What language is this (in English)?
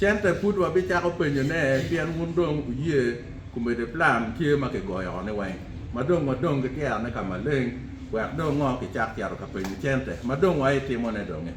Acoli